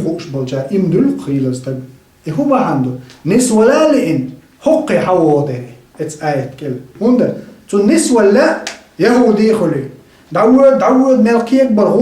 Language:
Chechen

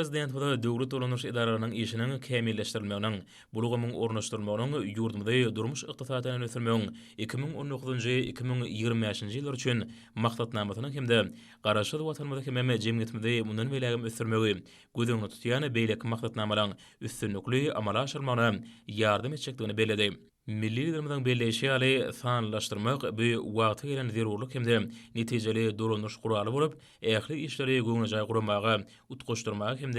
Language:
Turkmen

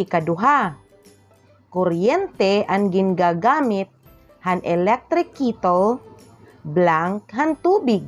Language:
Waray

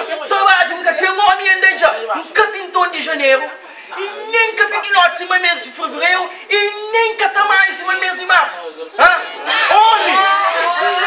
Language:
Kabuverdianu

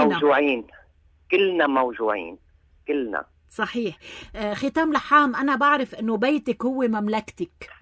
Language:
North Levantine Arabic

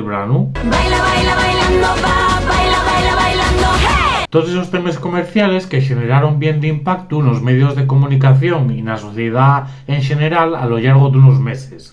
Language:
Asturian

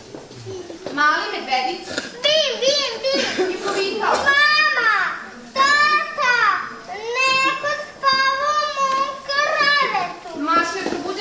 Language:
Serbian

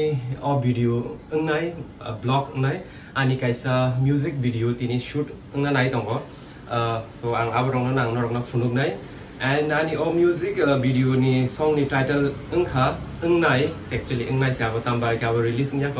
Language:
Kok Borok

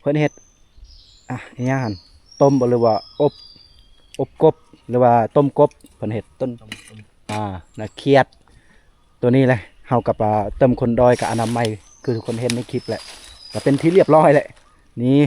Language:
Lao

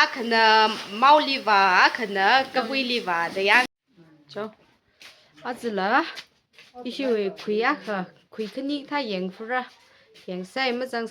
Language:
Tangkhul Naga (India)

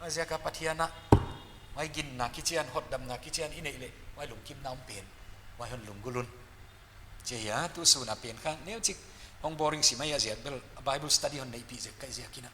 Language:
Paite Chin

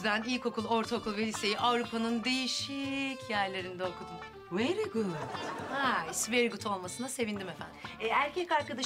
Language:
Turkish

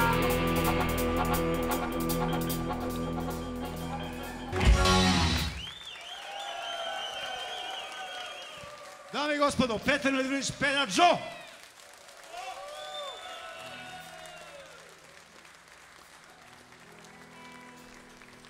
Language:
Serbian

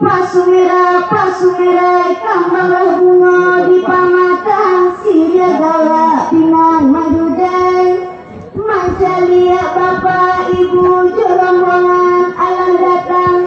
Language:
Minangkabau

